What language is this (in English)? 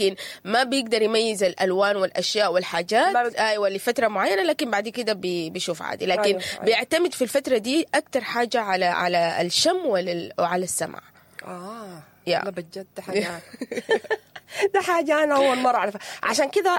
Sudanese Arabic